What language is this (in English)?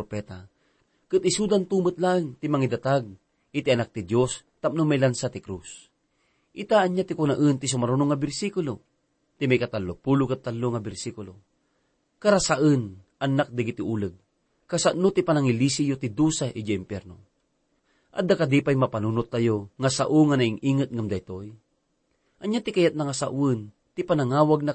Iloko